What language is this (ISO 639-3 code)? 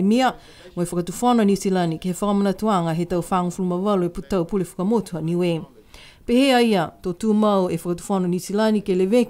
niu